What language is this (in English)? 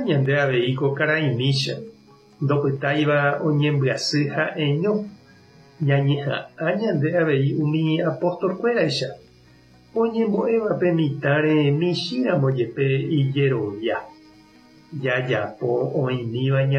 Guarani